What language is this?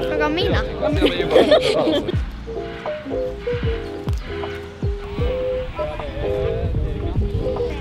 Swedish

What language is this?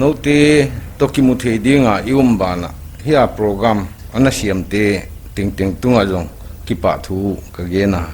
Paite Chin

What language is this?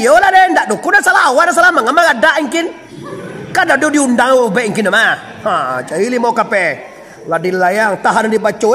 Minangkabau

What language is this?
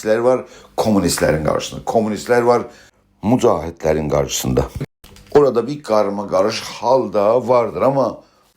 South Azerbaijani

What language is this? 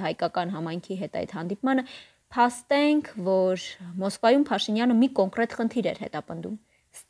Armenian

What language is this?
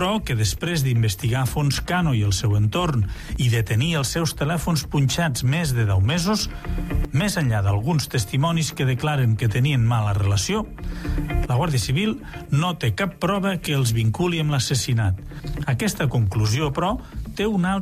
Catalan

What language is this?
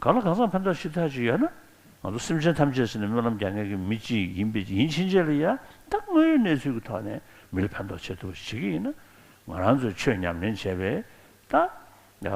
Tibetan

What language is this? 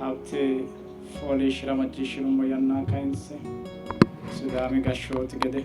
Sidamo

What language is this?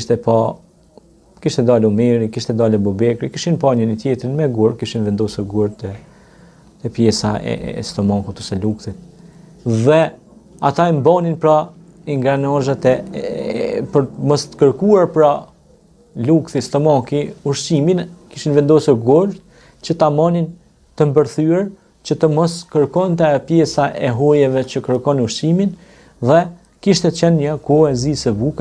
Albanian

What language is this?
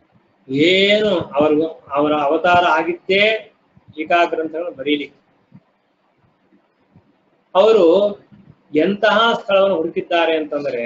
Kannada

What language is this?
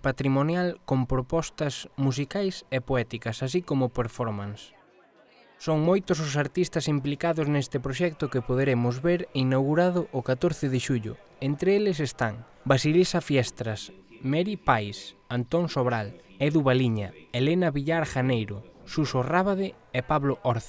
Galician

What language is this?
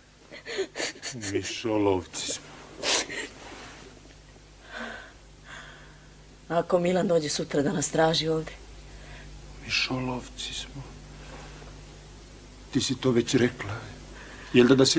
Serbian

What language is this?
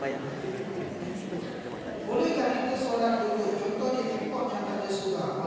Malay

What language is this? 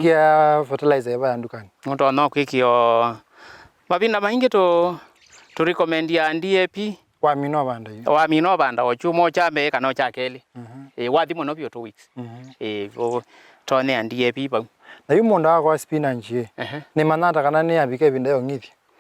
Kamba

